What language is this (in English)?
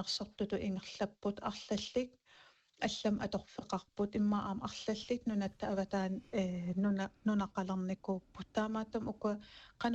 Kalaallisut